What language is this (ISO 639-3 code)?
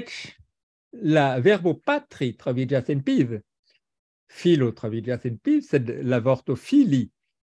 epo